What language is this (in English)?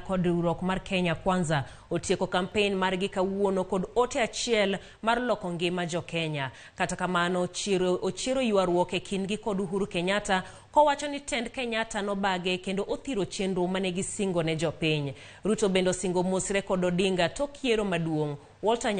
Luo (Kenya and Tanzania)